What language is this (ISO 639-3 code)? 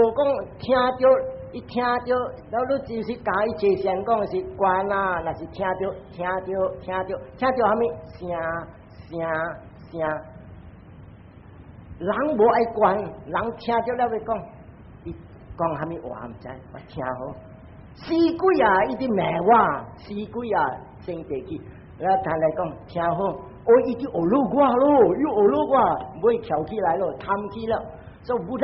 nan